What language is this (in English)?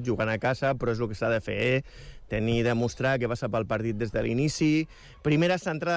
Catalan